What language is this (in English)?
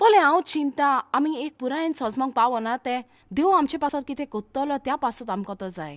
Konkani